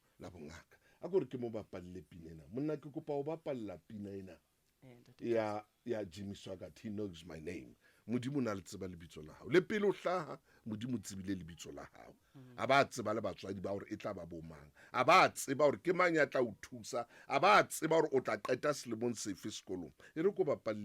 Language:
Southern Sotho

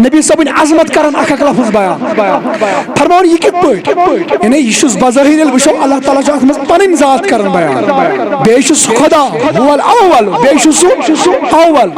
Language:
Kashmiri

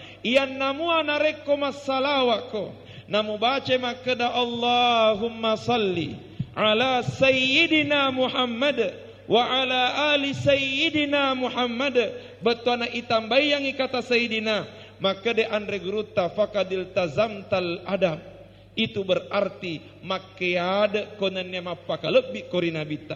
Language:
Buginese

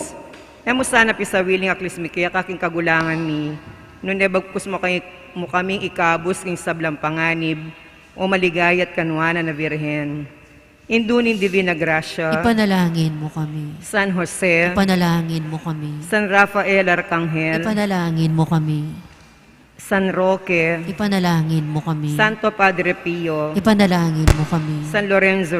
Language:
Pampanga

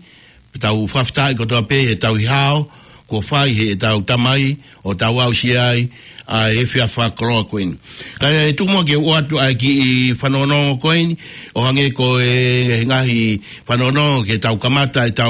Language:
Tongan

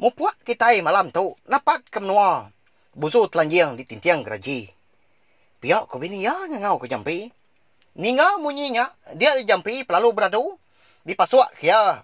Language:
Iban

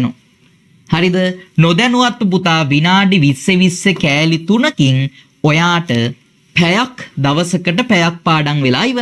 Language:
Sinhala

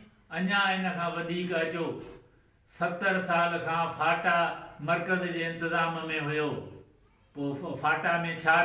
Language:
Sindhi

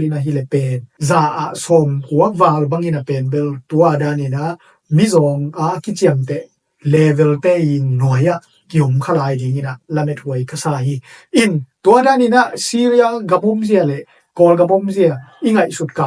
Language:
Tedim Chin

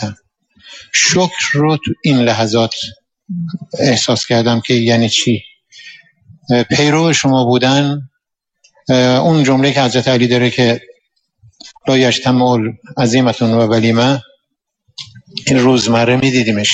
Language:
Persian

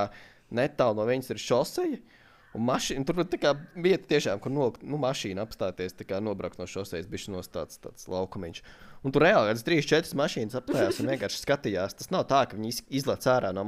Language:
Latvian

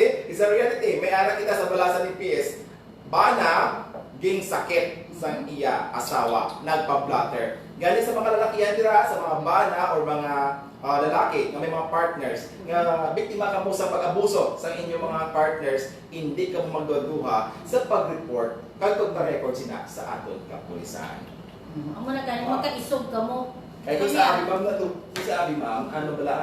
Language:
Hiligaynon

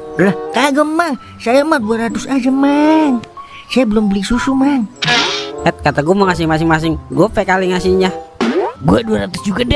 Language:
Betawi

